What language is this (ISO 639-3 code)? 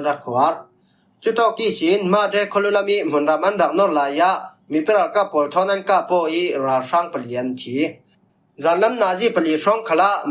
cfm